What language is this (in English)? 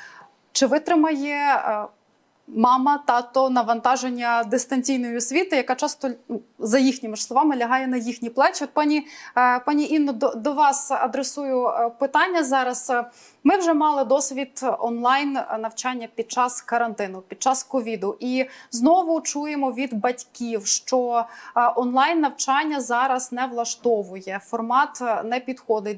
Ukrainian